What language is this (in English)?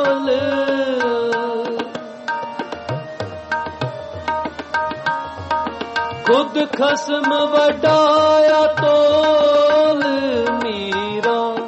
Punjabi